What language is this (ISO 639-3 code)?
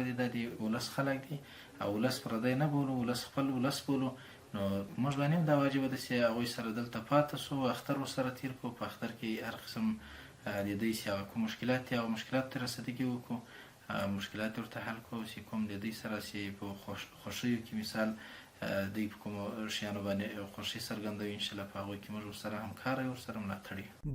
pus